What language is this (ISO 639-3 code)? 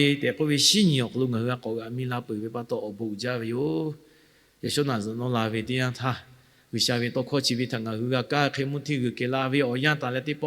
lhu